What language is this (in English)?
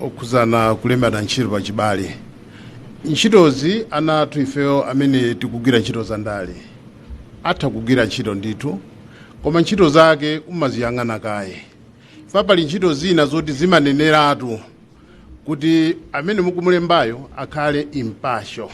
Nyanja